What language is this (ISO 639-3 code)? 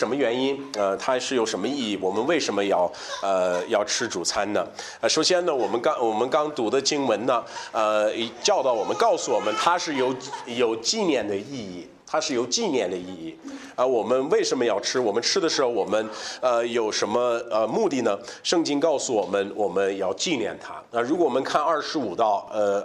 zho